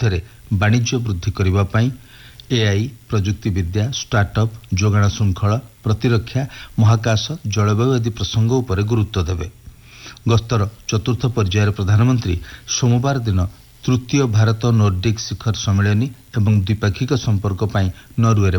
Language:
Odia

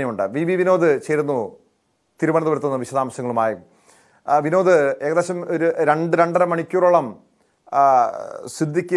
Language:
Malayalam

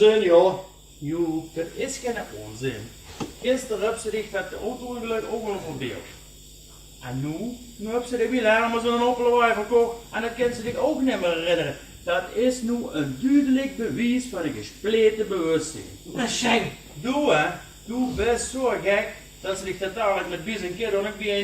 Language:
Limburgish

